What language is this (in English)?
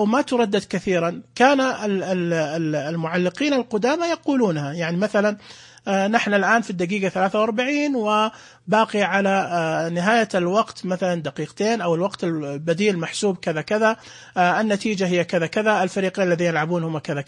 Najdi Arabic